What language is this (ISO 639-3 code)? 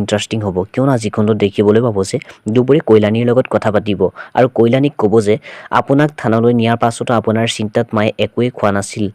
asm